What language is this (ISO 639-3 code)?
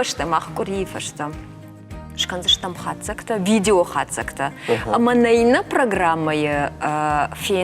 oss